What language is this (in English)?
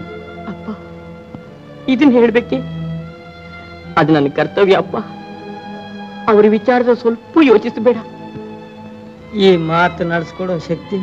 Kannada